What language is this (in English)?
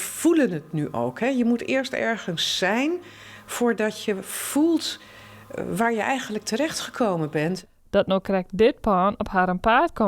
Western Frisian